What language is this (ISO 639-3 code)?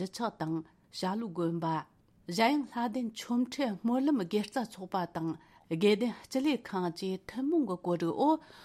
bod